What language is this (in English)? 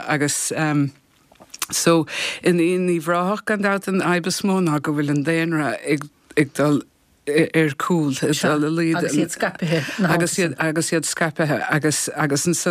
Irish